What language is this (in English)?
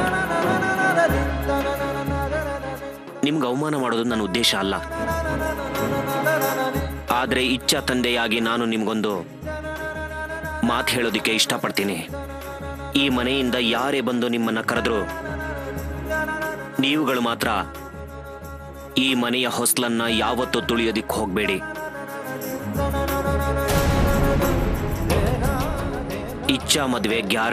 Kannada